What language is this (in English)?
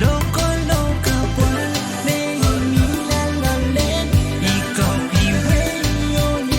Pohnpeian